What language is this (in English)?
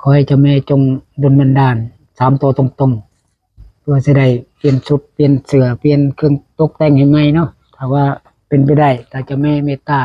Northeastern Thai